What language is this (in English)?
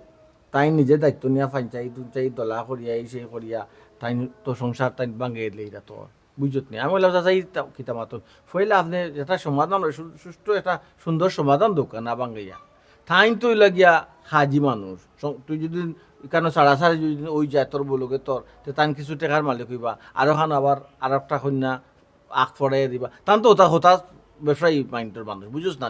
Sylheti